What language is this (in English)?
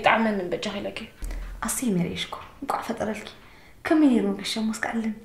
Tigrinya